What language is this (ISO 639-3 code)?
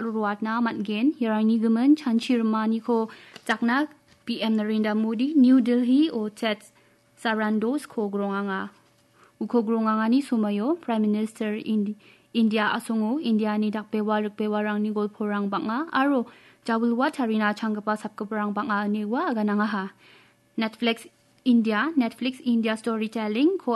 grt